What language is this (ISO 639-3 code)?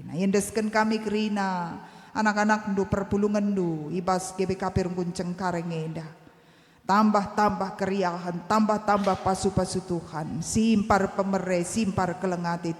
btx